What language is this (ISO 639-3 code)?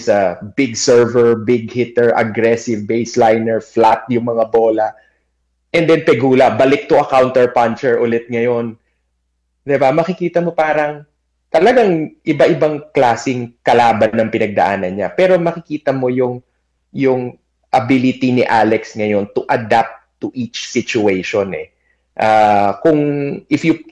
fil